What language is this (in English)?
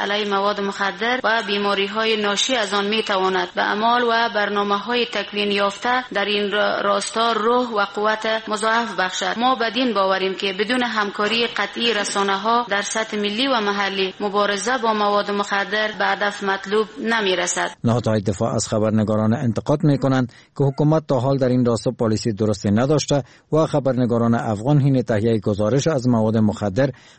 Persian